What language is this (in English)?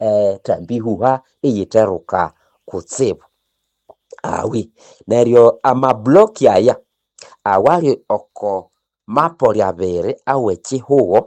Nande